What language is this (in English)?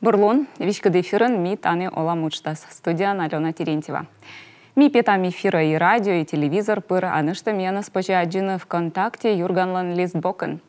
Komi